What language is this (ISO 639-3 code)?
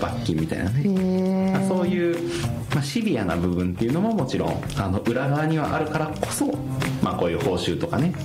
jpn